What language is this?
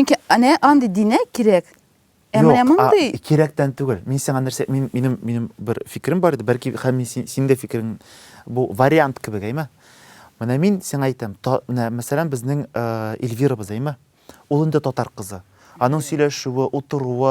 Tatar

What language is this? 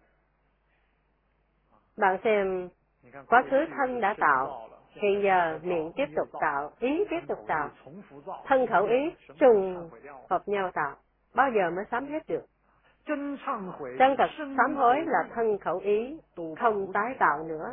Vietnamese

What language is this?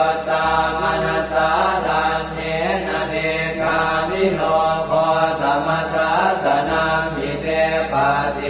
Pali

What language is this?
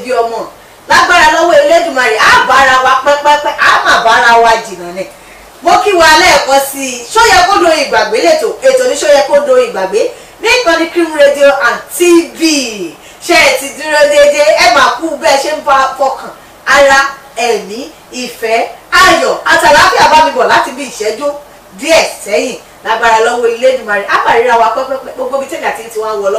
Yoruba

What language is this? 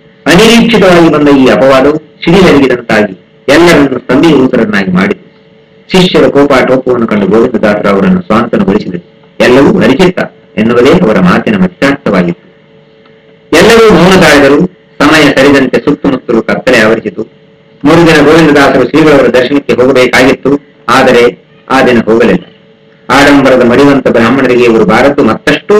Kannada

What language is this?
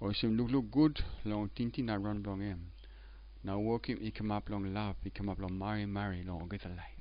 Tok Pisin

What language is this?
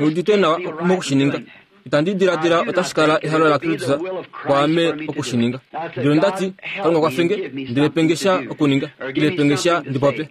Kuanyama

